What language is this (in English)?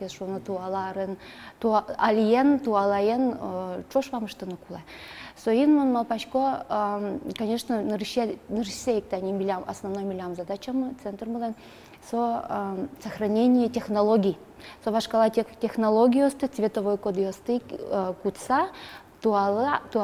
Udmurt